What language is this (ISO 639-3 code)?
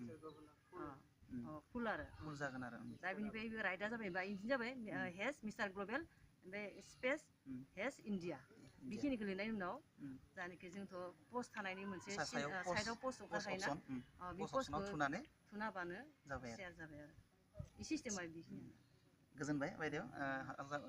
brx